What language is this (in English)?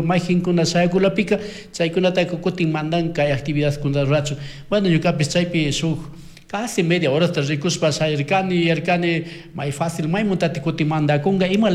Chimborazo Highland Quichua